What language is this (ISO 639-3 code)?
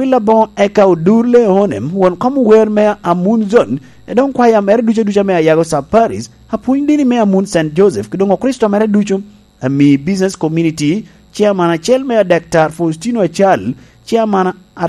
laj